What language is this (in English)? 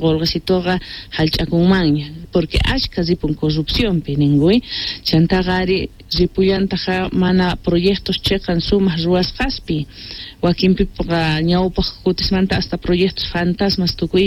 South Bolivian Quechua